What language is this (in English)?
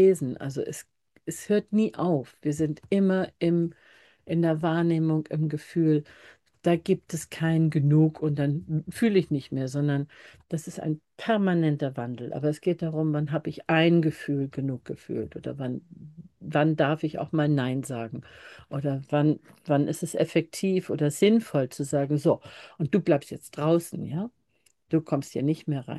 German